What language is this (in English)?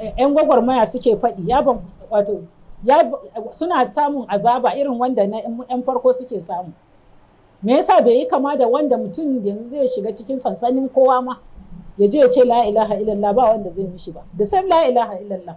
Hausa